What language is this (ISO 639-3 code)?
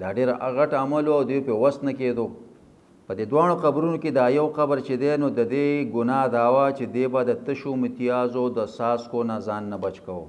pus